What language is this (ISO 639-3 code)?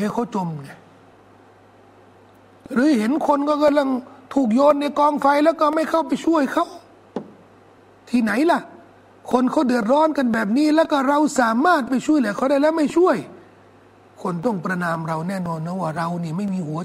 tha